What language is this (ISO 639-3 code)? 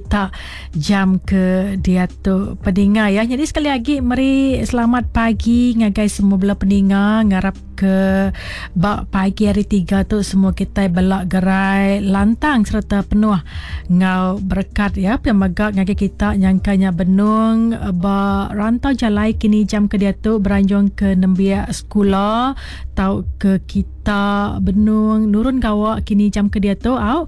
iba